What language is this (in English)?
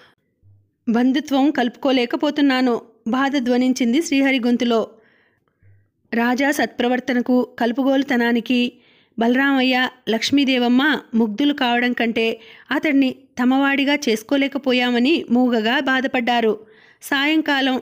Telugu